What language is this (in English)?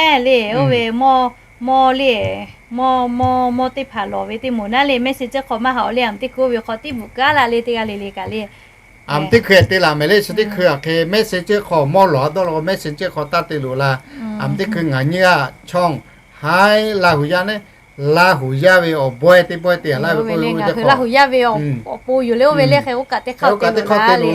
Lahu